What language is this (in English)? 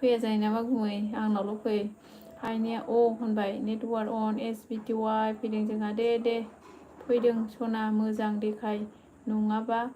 Bodo